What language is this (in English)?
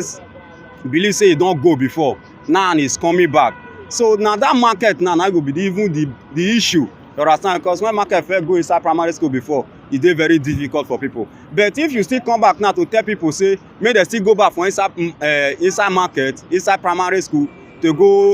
Nigerian Pidgin